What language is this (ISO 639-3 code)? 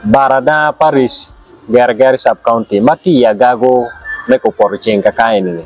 ach